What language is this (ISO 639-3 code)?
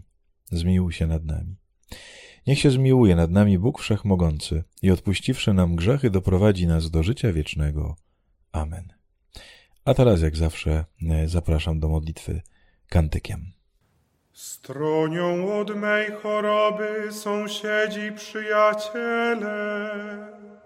pol